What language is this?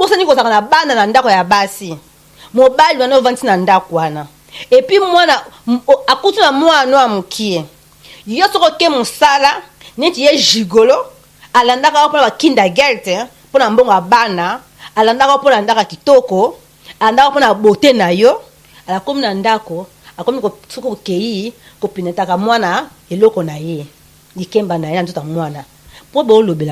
Lingala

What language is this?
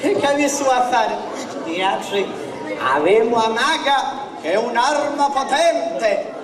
Sicilian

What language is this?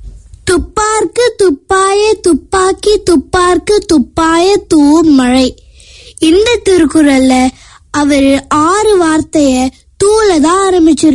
Tamil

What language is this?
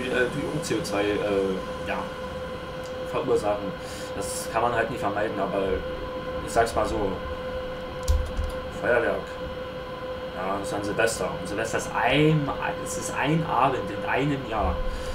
German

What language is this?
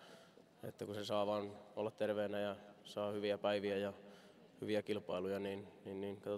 Finnish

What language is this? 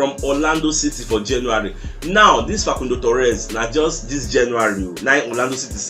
Nigerian Pidgin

